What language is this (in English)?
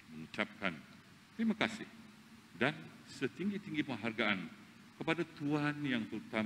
Malay